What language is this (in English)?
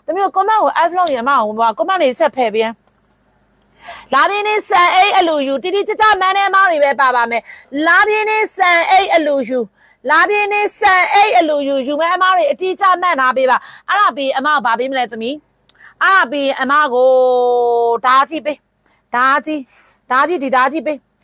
Burmese